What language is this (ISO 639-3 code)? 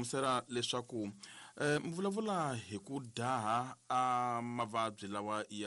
tso